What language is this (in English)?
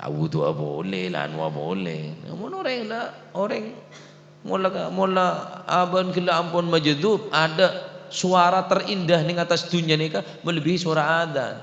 Madurese